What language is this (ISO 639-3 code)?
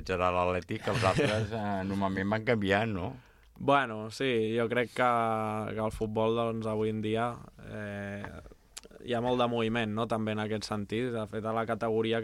cat